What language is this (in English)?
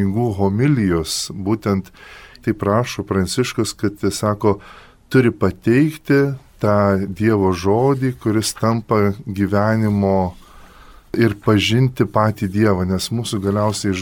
Lithuanian